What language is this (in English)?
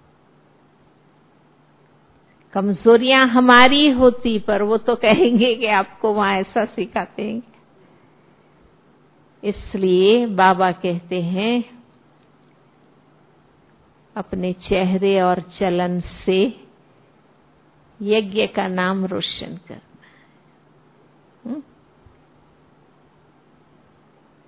Hindi